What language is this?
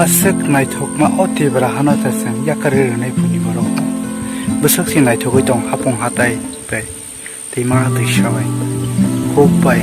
Kok Borok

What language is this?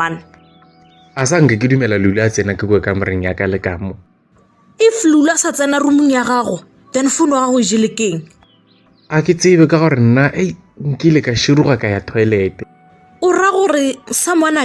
Northern Sotho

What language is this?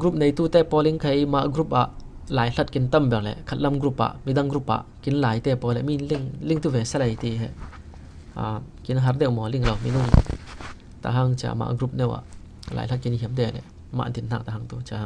Falam Chin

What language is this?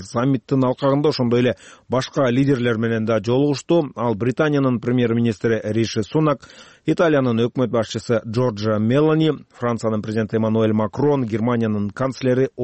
Kyrgyz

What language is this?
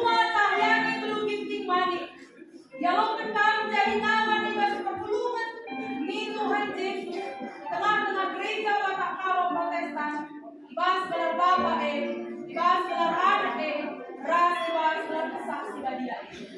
Batak Karo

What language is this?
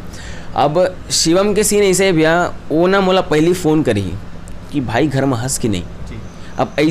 Chhattisgarhi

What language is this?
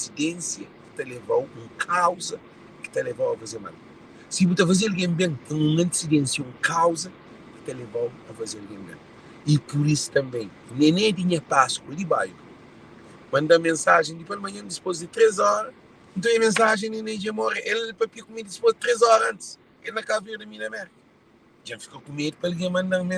Kabuverdianu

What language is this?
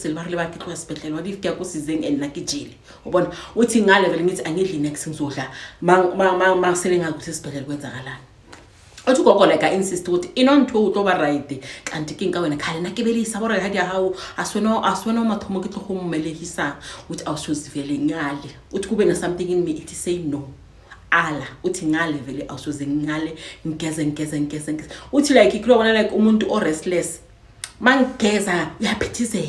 Zulu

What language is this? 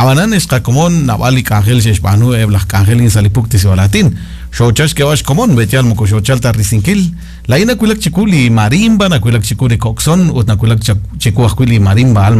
Kekchí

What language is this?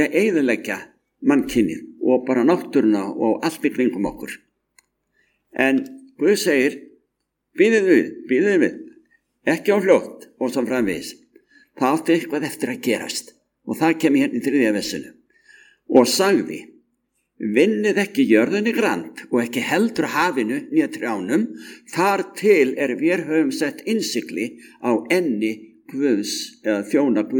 Icelandic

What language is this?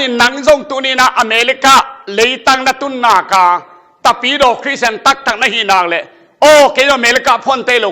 Tedim Chin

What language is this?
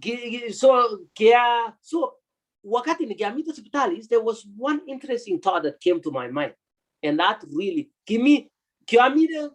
Kalenjin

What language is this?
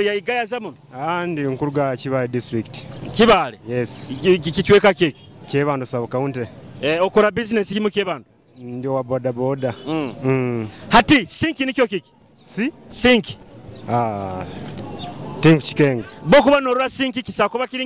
Nyoro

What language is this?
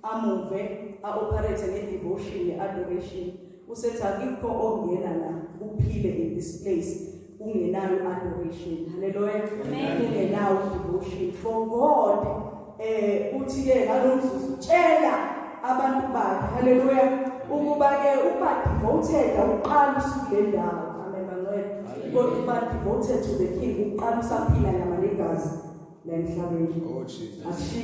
Zulu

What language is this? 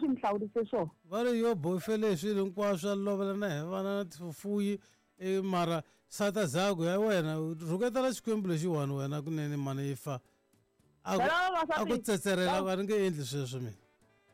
Tsonga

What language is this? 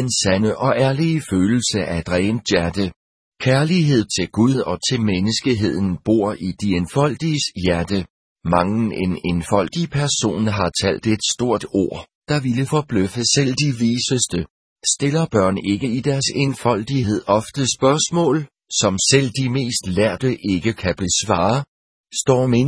Danish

